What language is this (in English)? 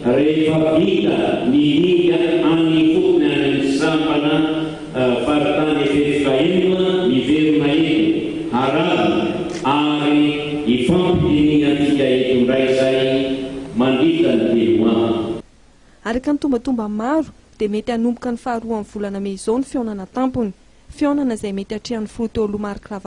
Malagasy